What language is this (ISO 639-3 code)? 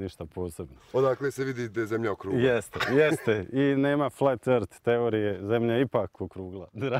bos